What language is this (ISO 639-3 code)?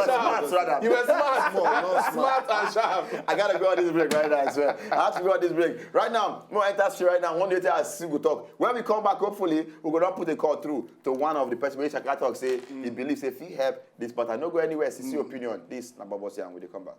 pcm